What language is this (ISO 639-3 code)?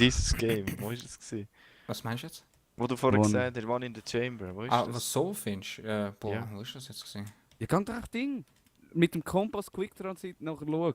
gsw